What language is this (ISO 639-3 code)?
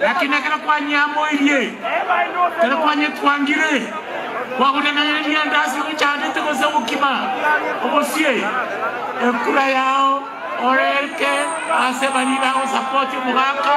guz